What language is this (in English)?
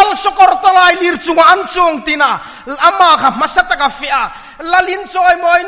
Hmar